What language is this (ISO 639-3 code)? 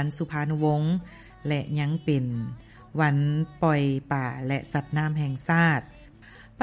lao